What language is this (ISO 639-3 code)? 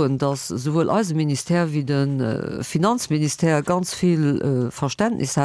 ltz